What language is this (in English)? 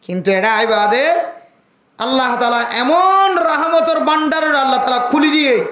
Rohingya